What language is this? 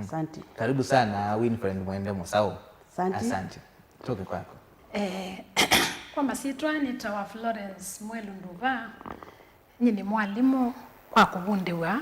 Kamba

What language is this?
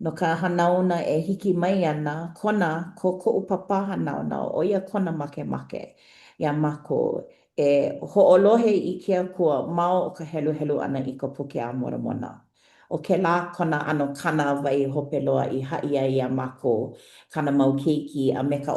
Hawaiian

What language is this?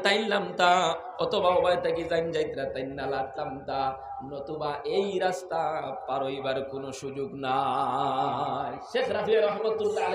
Sylheti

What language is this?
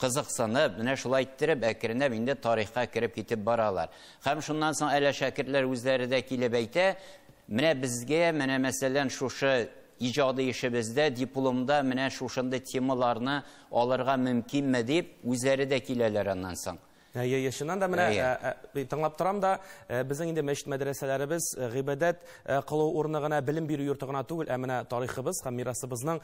Tatar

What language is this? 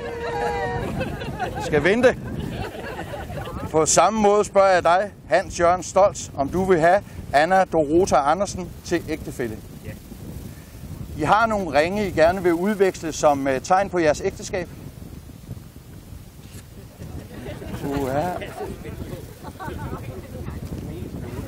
Danish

